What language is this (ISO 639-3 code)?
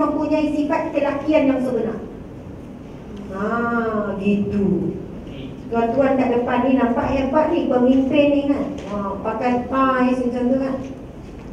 msa